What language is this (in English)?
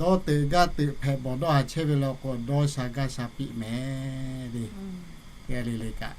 Lahu